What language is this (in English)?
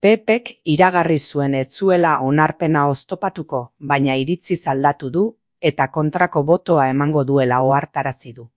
Basque